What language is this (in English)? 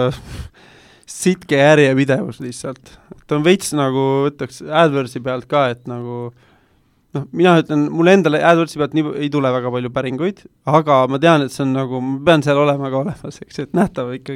Estonian